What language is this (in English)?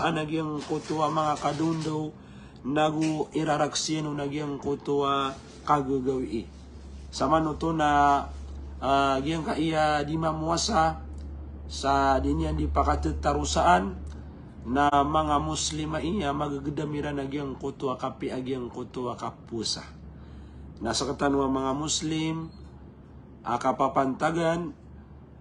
Maranao